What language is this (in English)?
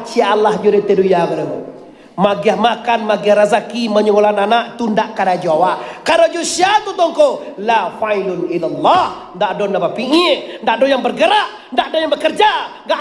Minangkabau